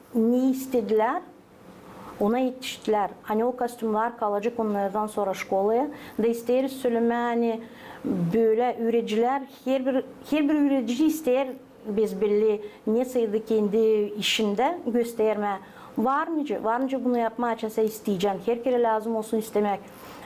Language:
Gagauz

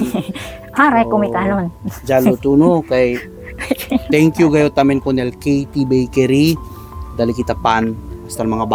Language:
Chavacano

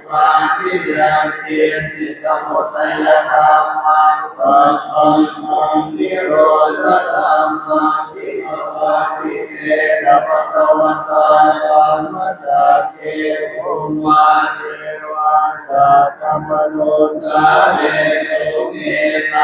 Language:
Pali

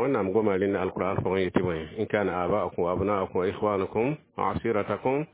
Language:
Mossi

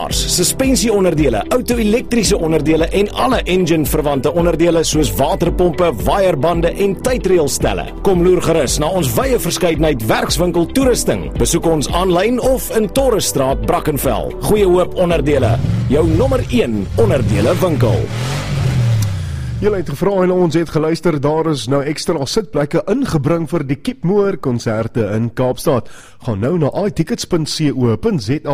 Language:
Afrikaans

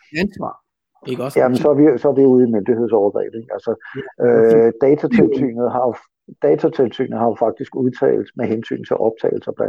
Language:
Danish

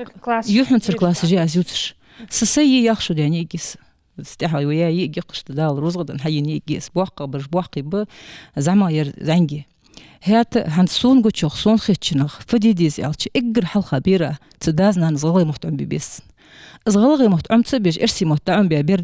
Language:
Ingush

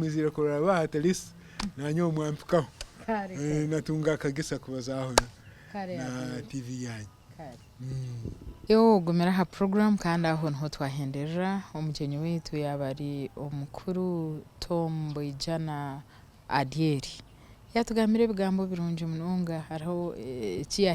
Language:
Nyankole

